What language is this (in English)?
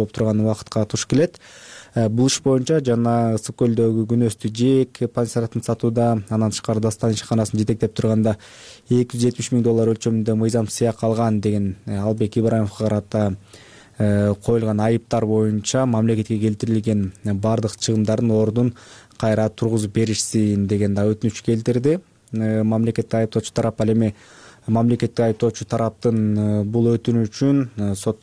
Kyrgyz